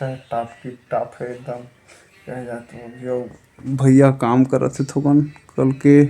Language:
Chhattisgarhi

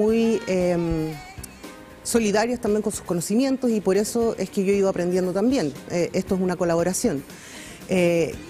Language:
Spanish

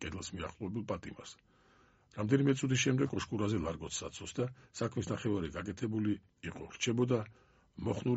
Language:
Georgian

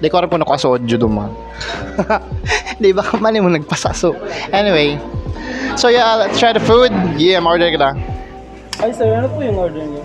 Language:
Bikol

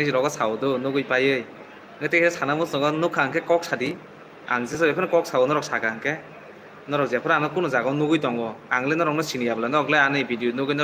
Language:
Kok Borok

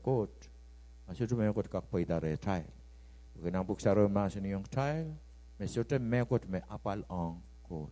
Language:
Pohnpeian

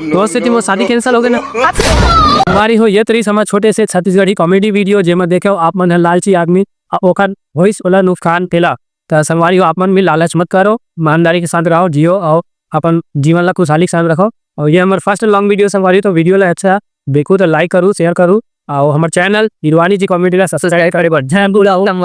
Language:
Chhattisgarhi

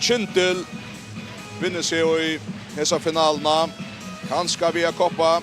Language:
Faroese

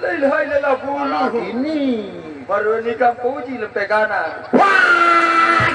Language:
Sasak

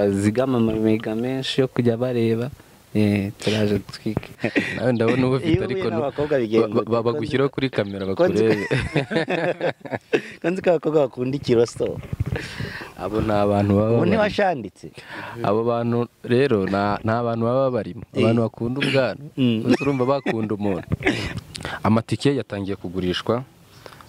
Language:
Kinyarwanda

